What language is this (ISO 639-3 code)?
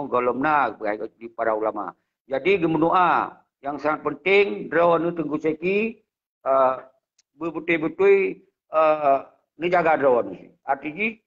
ace